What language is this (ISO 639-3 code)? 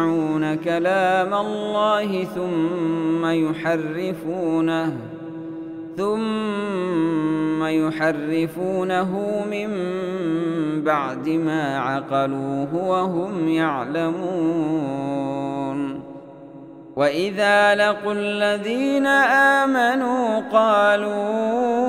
ara